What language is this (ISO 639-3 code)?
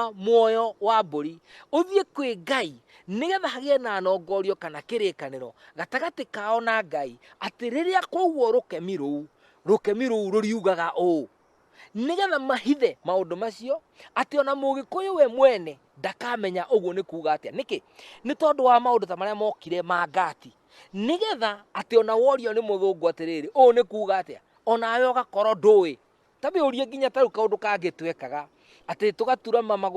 kik